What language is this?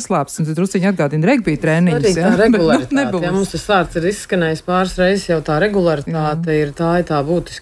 Latvian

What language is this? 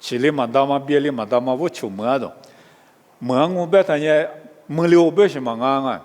Lisu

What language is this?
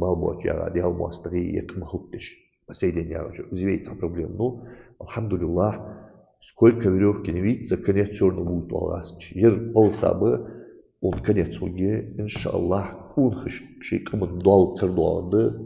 Ingush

